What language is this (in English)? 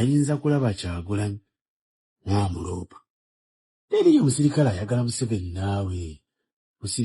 Ganda